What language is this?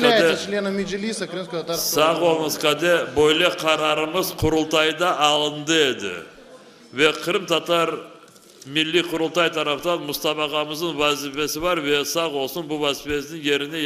Crimean Tatar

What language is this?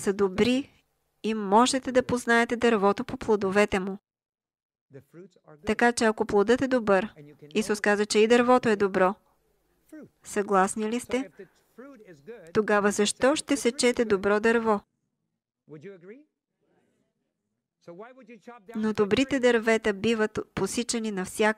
Bulgarian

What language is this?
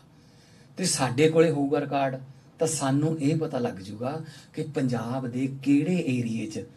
Punjabi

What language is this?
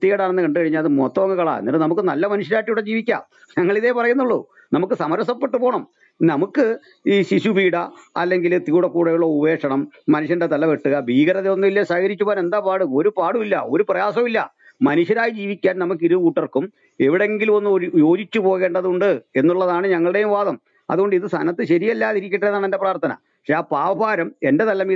Malayalam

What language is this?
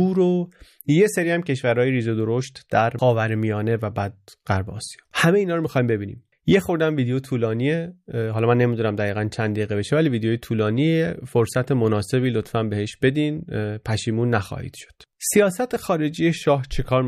Persian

